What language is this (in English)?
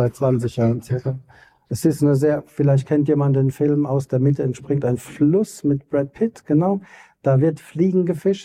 German